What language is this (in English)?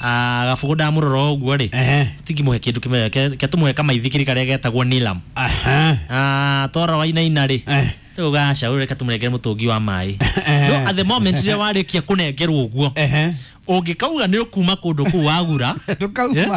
Kikuyu